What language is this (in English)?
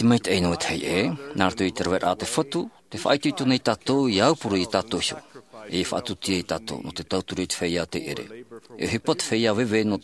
Tahitian